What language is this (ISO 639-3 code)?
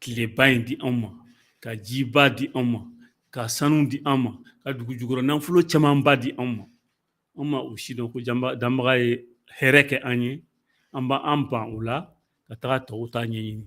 bam